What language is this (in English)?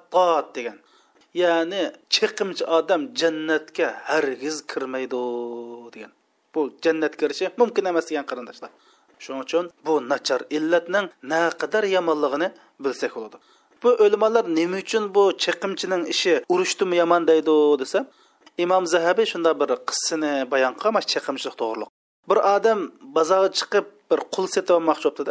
Uyghur